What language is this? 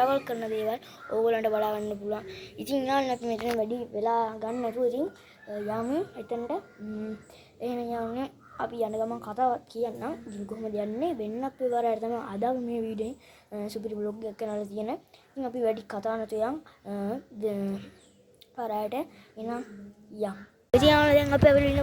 Sinhala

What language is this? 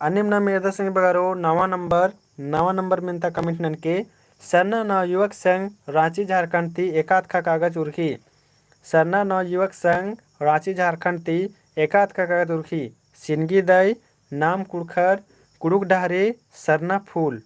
Kurukh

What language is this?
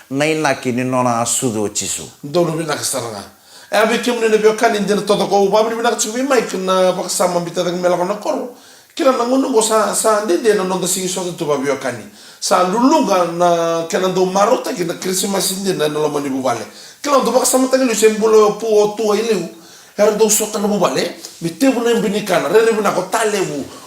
Fijian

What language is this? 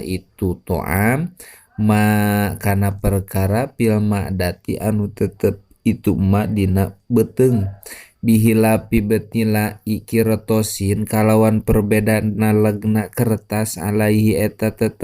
Sundanese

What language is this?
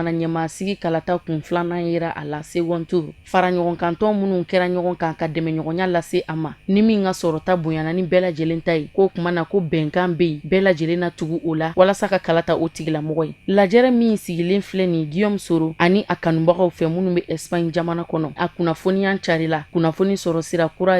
Bambara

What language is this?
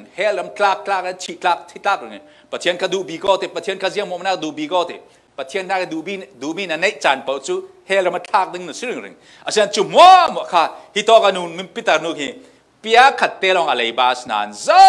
Falam Chin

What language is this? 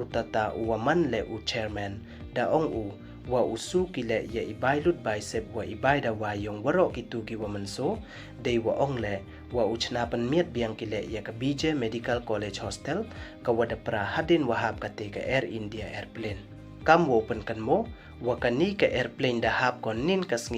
Pnar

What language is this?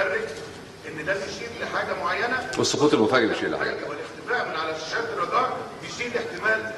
Egyptian Arabic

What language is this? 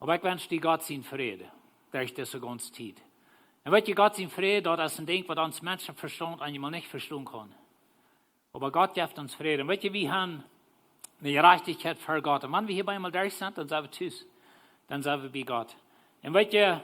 Plautdietsch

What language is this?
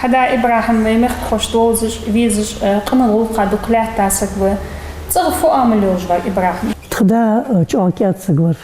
Ingush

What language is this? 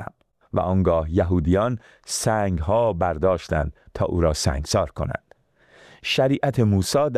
Persian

